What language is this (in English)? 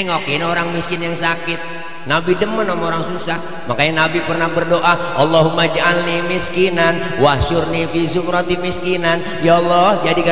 Betawi